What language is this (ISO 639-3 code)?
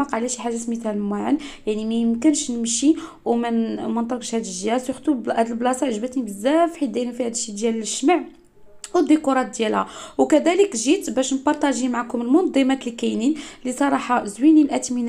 ary